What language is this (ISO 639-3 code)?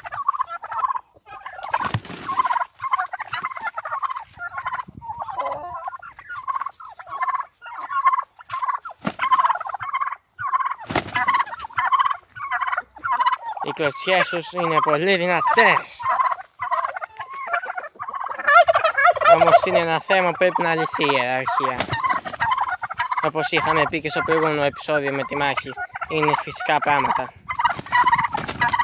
ell